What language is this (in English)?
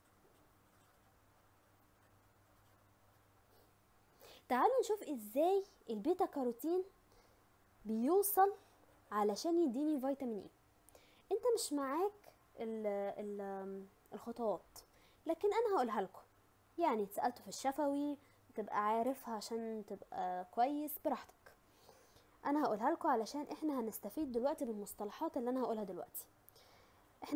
Egyptian Arabic